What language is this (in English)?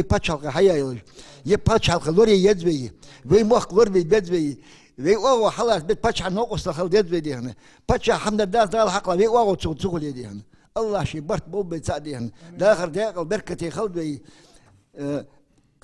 Ingush